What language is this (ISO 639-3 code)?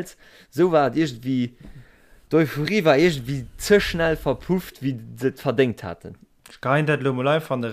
ltz